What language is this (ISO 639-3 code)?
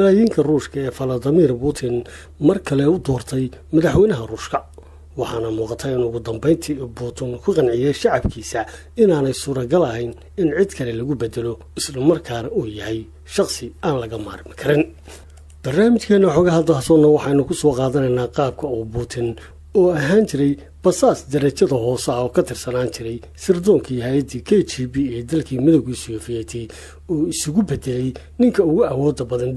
som